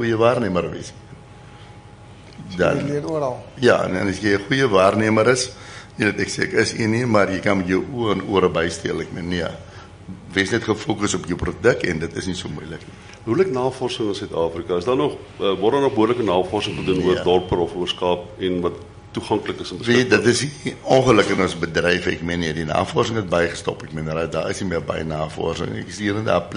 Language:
Afrikaans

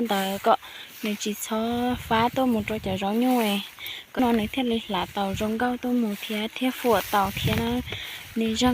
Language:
Hmong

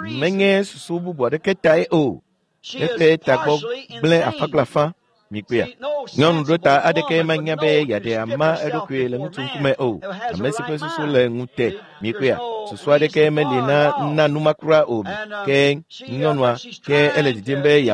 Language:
Ewe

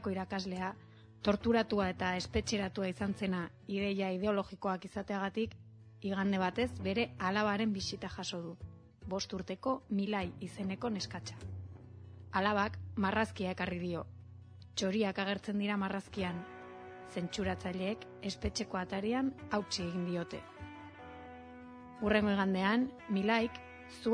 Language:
Basque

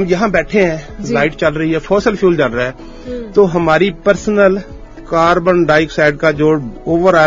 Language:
Urdu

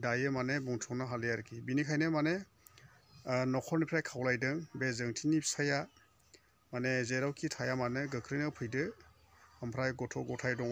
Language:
Bodo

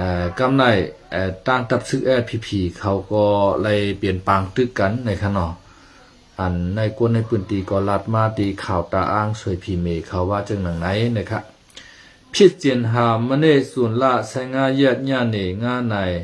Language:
Shan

